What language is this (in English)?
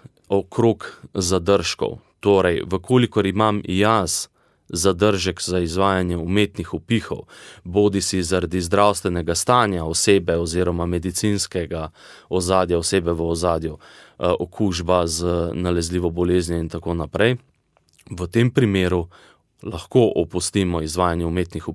Slovenian